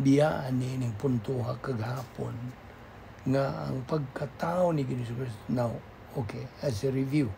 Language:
Cebuano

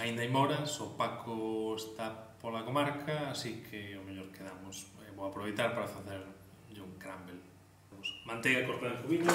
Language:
Galician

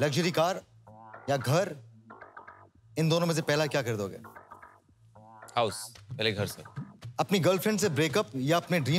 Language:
Hindi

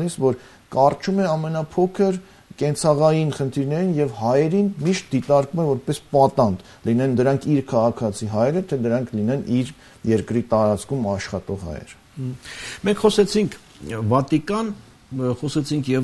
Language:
Armenian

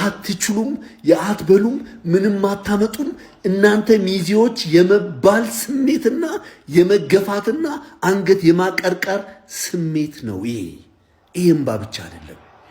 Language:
Amharic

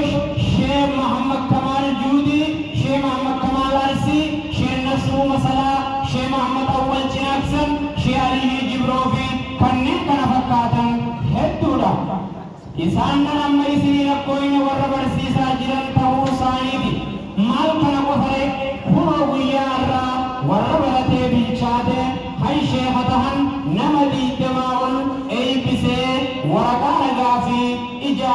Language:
Oromo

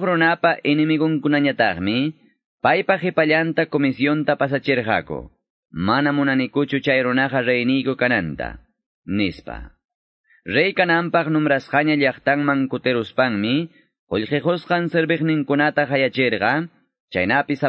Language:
Ayacucho Quechua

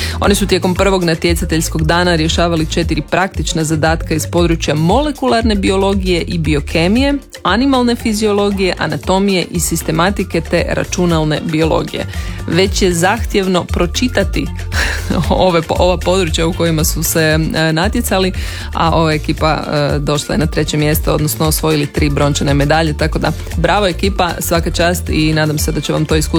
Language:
Croatian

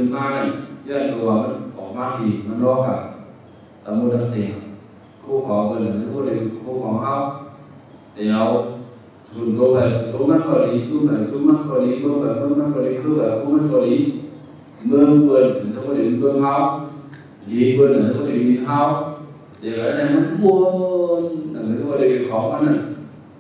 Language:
Shan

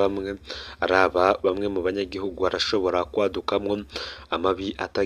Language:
Rundi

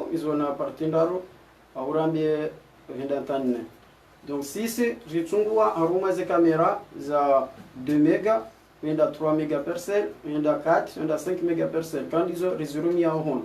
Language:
Ngazidja Comorian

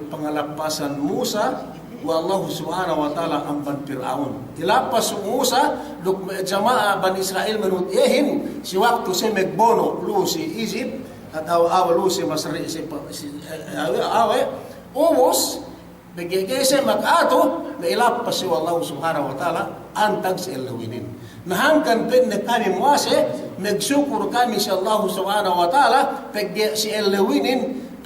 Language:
Yakan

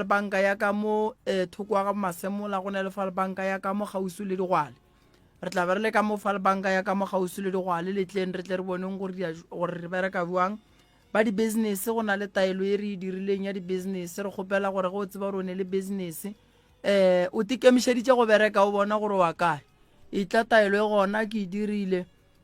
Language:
Northern Sotho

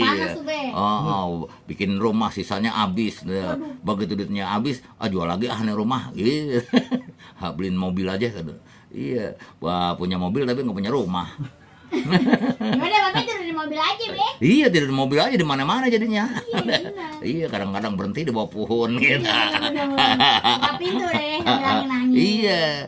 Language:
Betawi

